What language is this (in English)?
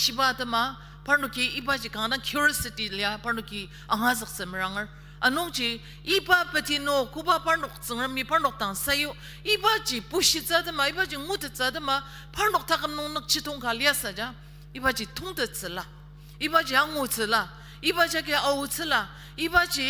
Ao Naga